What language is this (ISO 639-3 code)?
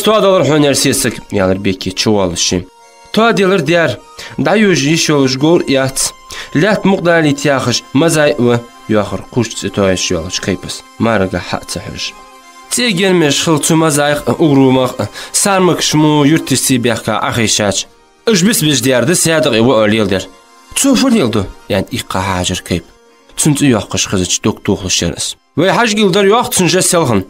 inh